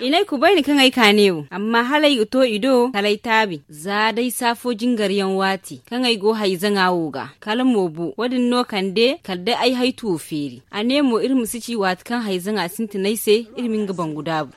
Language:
Zarma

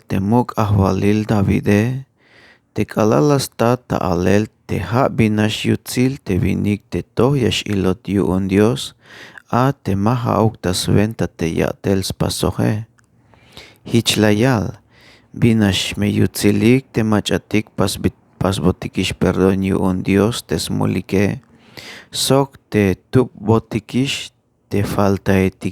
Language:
Tzeltal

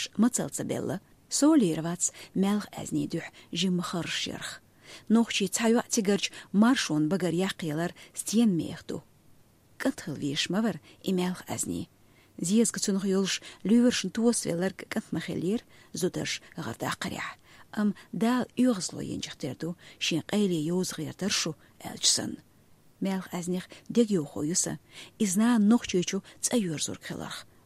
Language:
Chechen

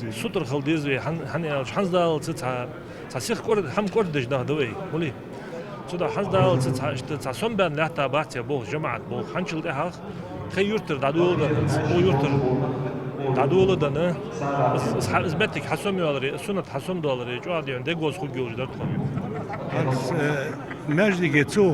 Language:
Ingush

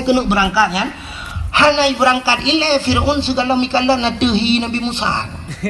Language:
Achinese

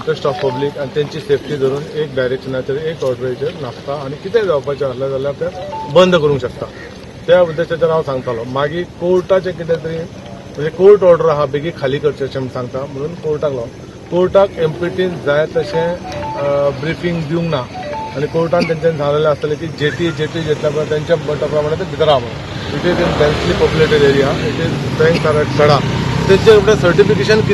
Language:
Konkani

